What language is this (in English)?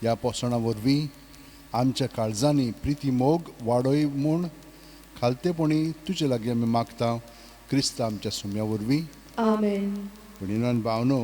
Konkani